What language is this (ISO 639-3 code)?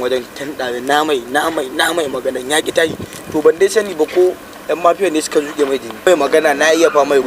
hau